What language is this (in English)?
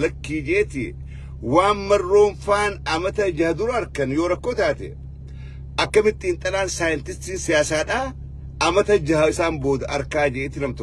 Oromo